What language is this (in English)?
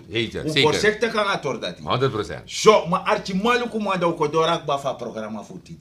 Sranan Tongo